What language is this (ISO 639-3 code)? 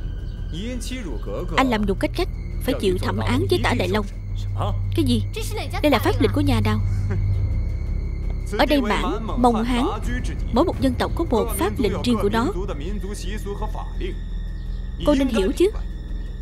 vie